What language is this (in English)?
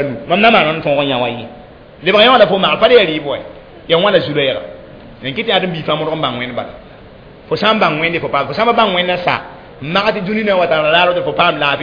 Mossi